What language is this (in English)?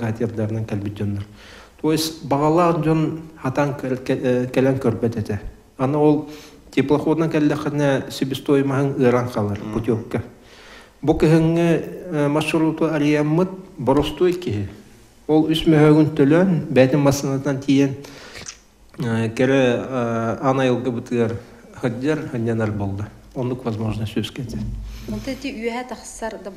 Yakut